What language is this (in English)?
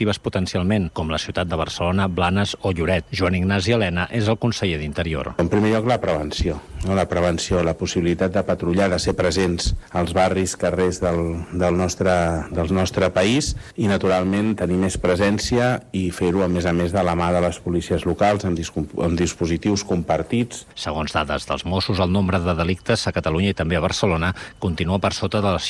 Catalan